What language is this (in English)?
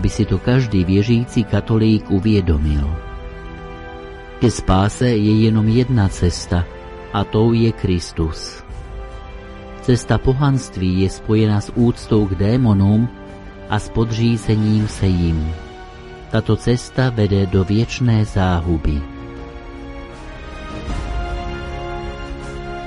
Czech